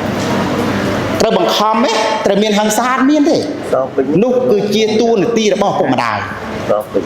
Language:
Khmer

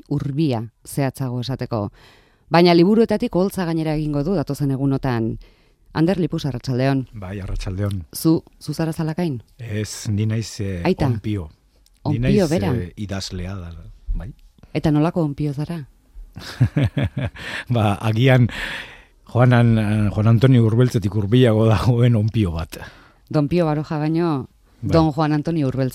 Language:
Basque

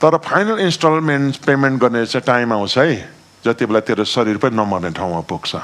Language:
Nepali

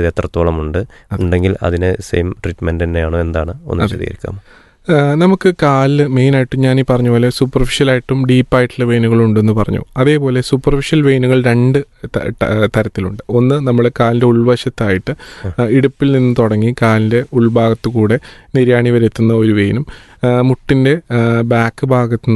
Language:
Malayalam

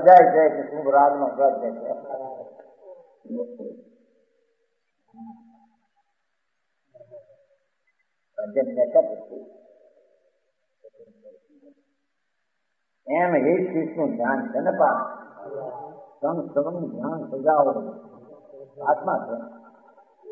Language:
Gujarati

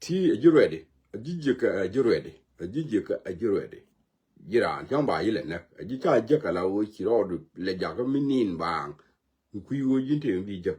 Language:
Nuer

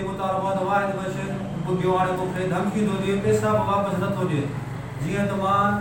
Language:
Sindhi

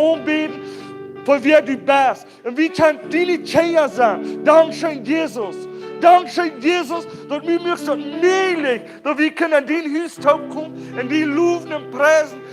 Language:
Plautdietsch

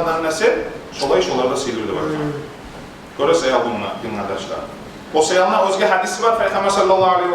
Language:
Kumyk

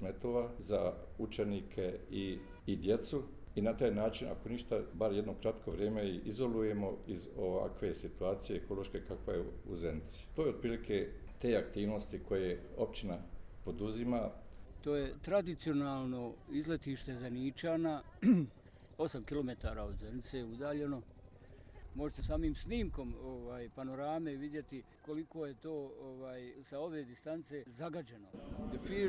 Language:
Bosnian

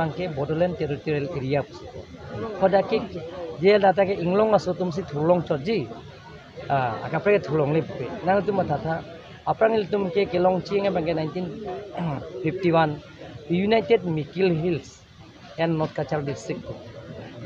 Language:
Karbi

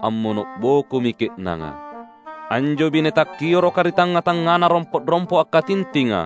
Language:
Makasar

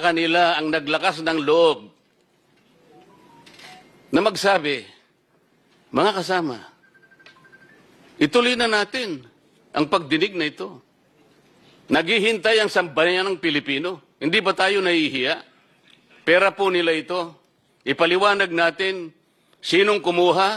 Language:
Filipino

